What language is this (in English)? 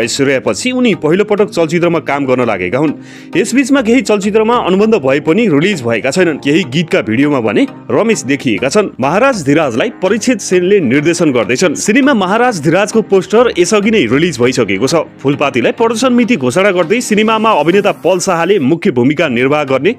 Nepali